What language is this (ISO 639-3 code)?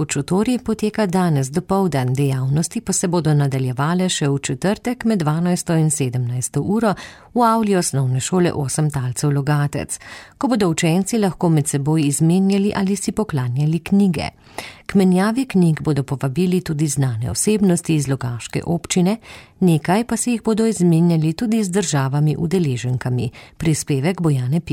slv